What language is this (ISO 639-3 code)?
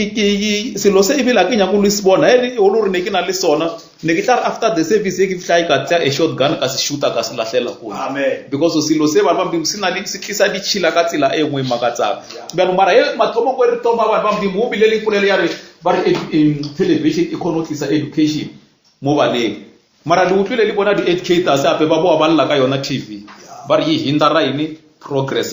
nso